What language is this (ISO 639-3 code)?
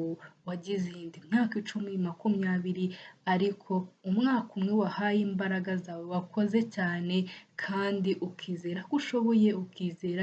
kin